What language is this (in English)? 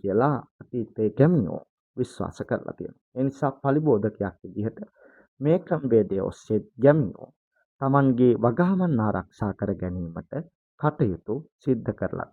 Sinhala